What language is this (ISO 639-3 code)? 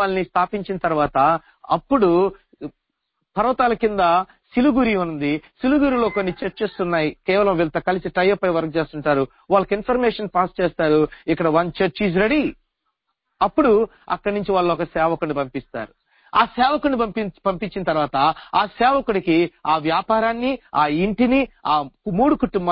tel